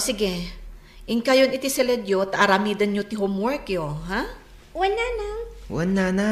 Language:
Iloko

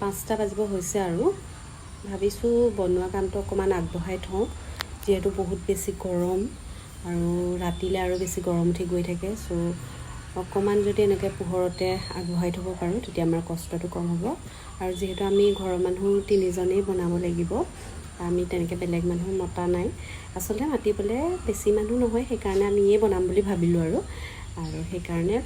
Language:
Assamese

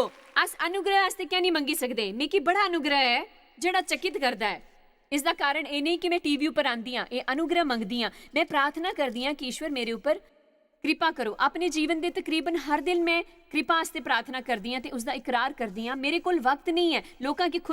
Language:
Dogri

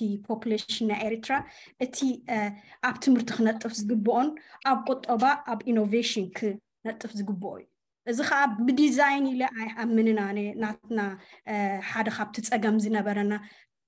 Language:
Tigrinya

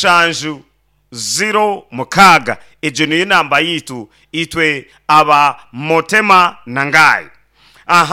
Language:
Nyankole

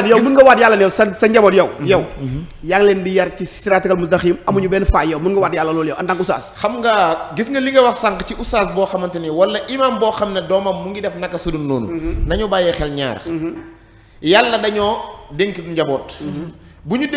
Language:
Wolof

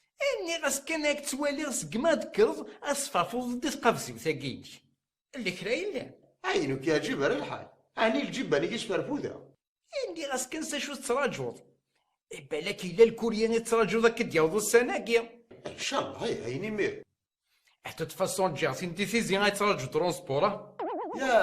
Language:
Kabyle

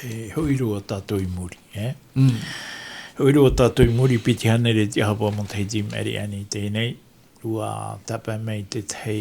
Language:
Tahitian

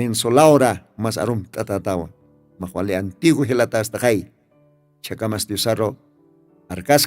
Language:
Aymara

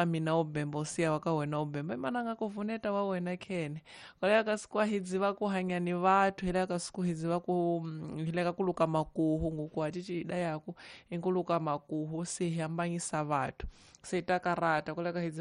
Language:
Tsonga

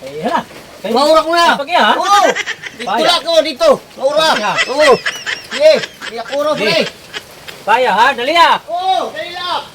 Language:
Waray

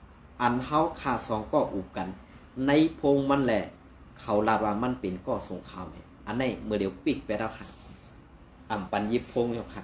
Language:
Shan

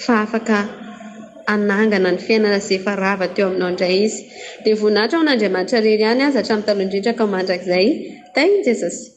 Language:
Malagasy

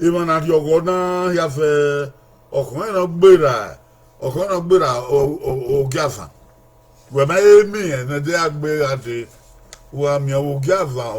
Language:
Bini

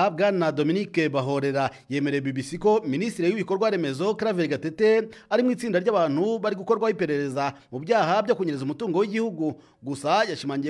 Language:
Kinyarwanda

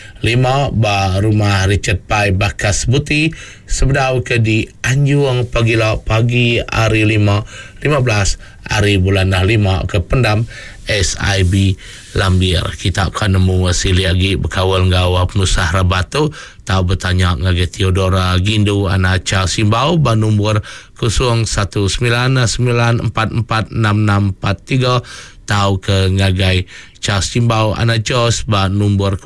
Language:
Iban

